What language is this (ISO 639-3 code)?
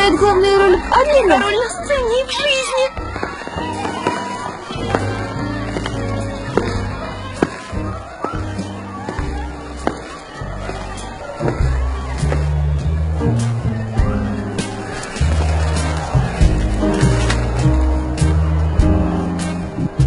rus